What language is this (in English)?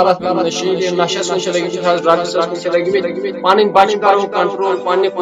Kashmiri